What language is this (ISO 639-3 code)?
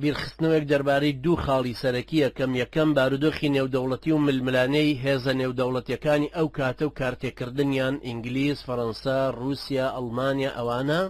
ckb